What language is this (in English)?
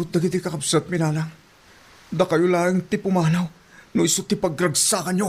Iloko